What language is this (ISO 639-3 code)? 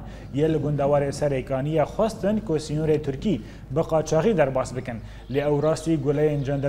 kur